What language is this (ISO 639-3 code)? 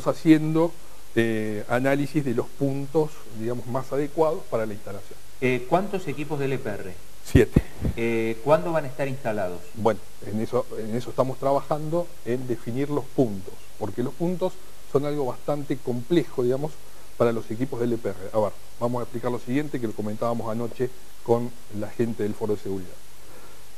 spa